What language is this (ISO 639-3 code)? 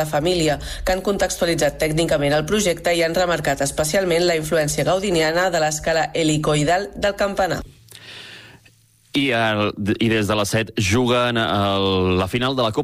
cat